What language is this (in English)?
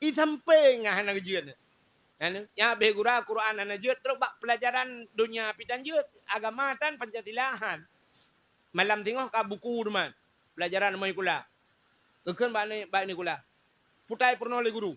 Achinese